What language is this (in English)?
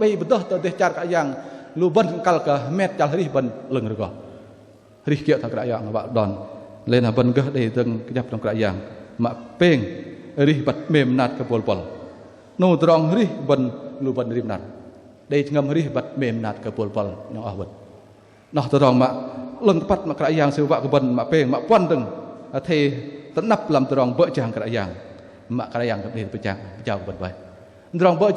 Bahnar